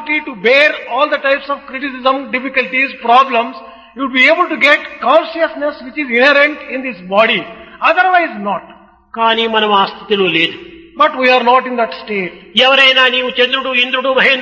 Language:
Telugu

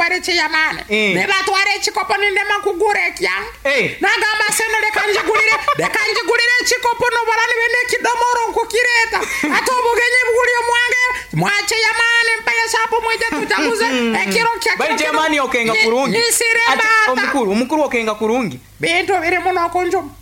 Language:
Nyoro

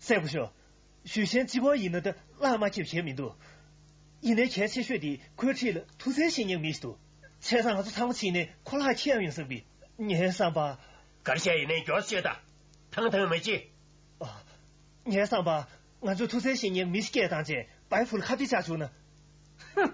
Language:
Tibetan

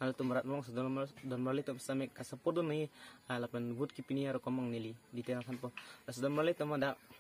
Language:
Karbi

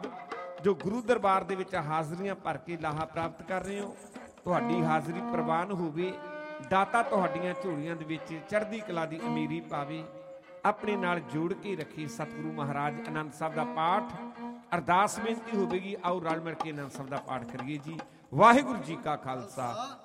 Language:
Punjabi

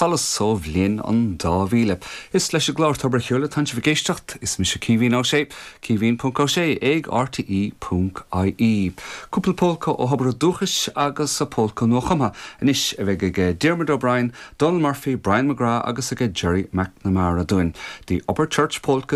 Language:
Irish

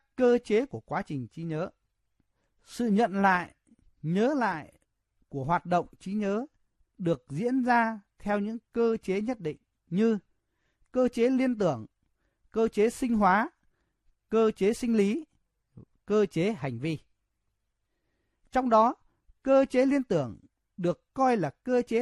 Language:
Vietnamese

